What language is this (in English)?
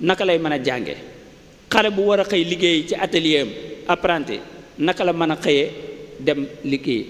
Wolof